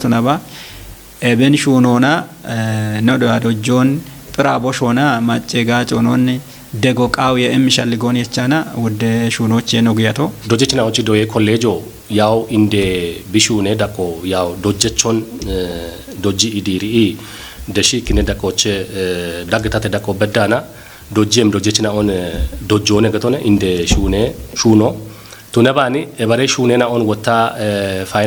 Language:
Kafa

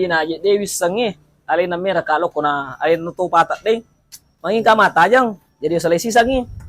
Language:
Buginese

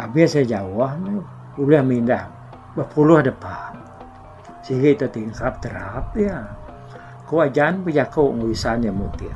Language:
Iban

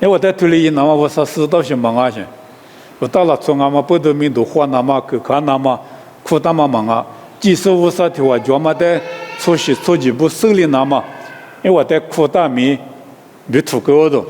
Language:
Lisu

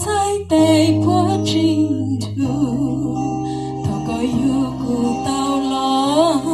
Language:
Hmong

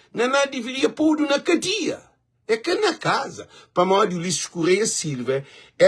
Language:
Kabuverdianu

